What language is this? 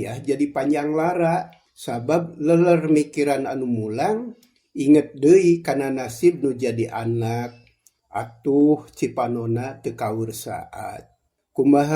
Sundanese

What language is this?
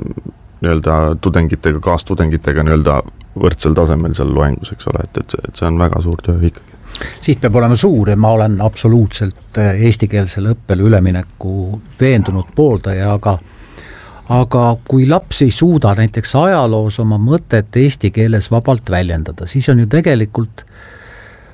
Estonian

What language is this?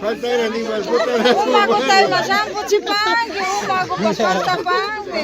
Imbabura Highland Quichua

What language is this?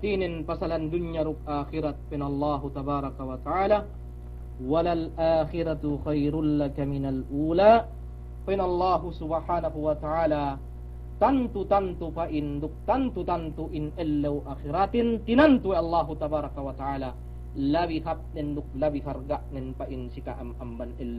Yakan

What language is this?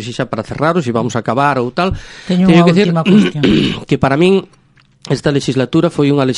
Galician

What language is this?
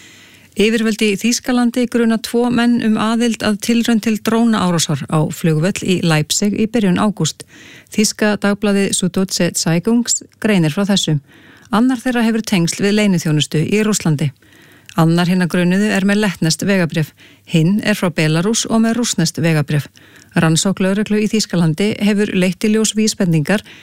Icelandic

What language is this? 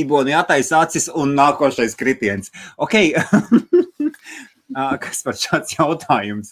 Latvian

